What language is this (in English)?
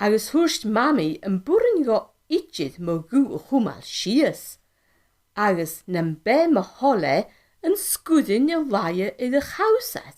Scottish Gaelic